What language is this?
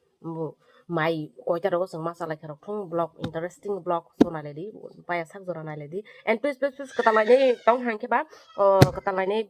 Kok Borok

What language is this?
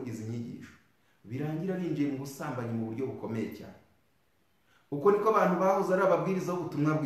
Kinyarwanda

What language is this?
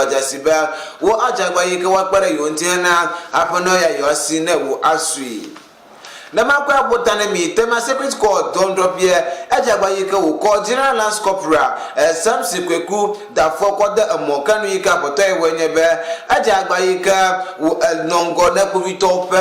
Ewe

